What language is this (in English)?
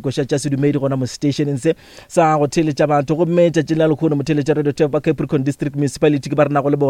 Northern Sotho